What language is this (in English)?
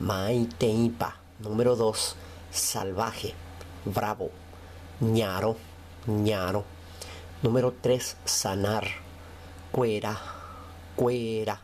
Guarani